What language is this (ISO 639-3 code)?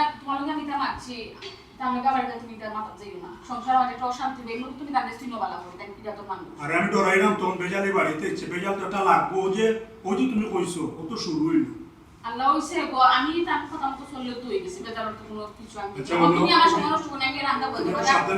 syl